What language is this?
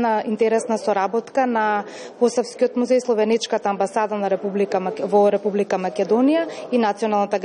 Macedonian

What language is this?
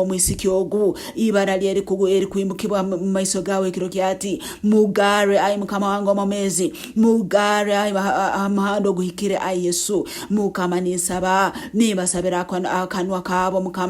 Nyankole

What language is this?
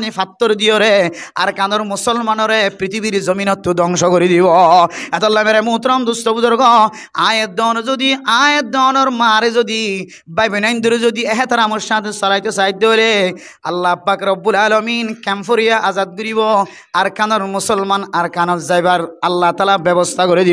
Rohingya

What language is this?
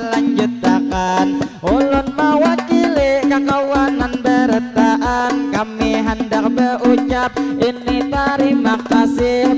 Banjar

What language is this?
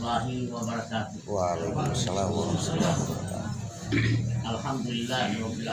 Gorontalo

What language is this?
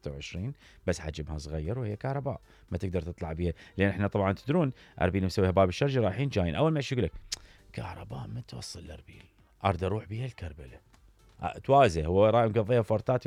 Mesopotamian Arabic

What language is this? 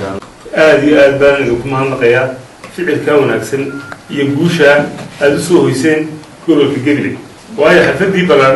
Somali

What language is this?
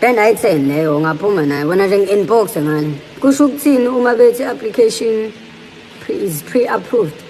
Zulu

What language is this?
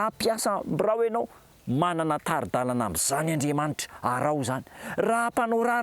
Malagasy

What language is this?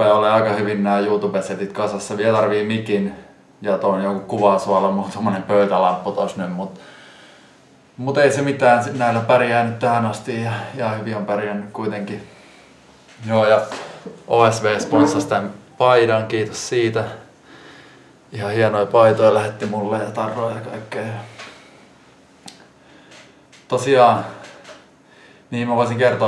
Finnish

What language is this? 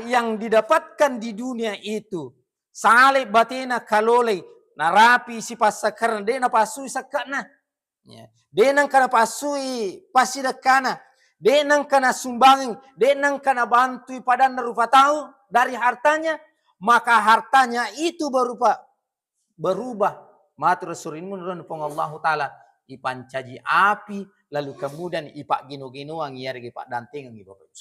Buginese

